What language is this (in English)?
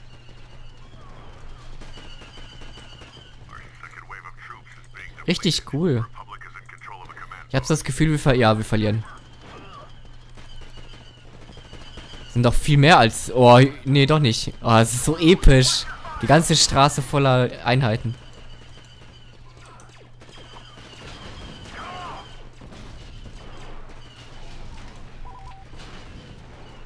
German